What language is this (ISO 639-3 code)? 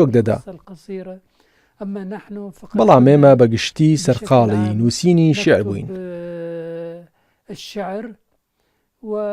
ckb